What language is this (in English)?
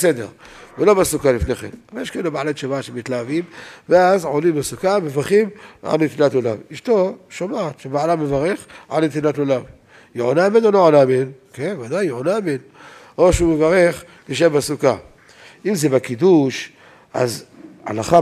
Hebrew